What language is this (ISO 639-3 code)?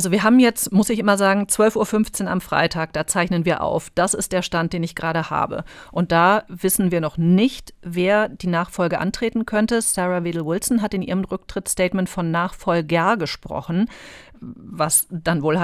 deu